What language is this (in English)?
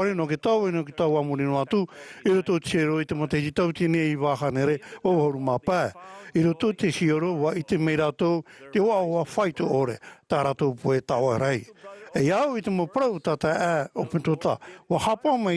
Tahitian